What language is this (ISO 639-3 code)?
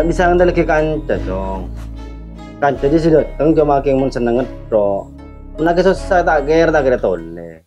mad